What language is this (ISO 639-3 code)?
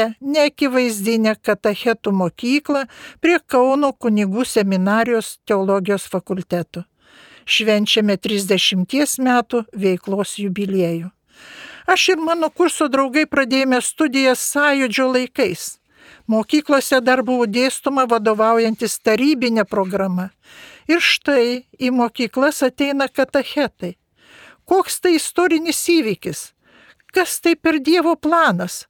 lit